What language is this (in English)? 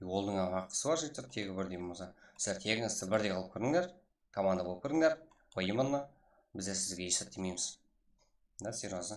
Kara-Kalpak